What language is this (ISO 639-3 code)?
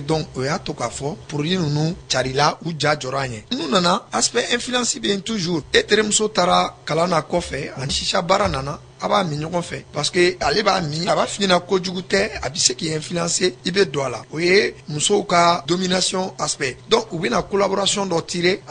bam